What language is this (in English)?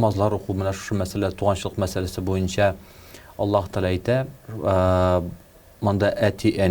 Tatar